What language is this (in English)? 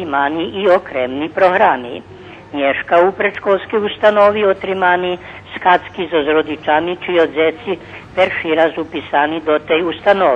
Rusyn